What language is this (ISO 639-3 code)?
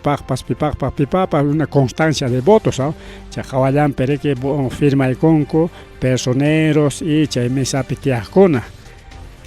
quy